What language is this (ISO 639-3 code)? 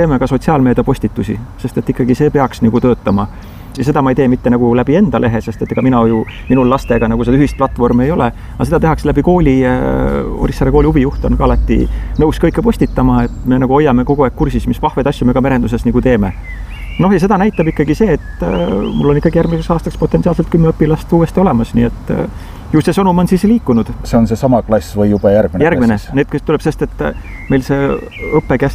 est